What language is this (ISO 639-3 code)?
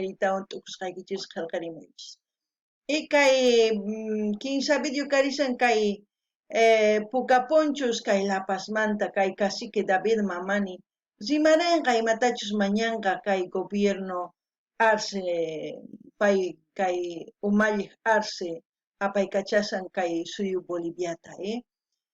quh